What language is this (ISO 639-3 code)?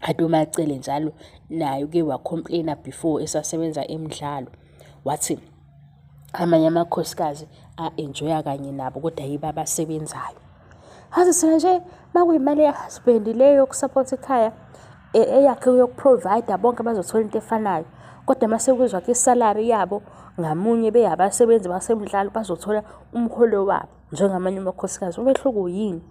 zul